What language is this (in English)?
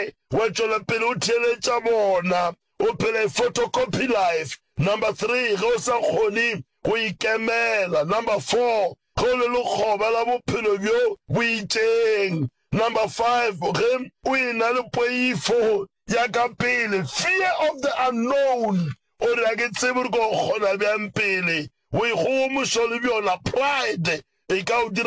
Northern Sotho